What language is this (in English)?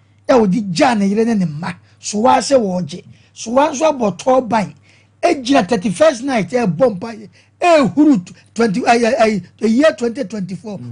Akan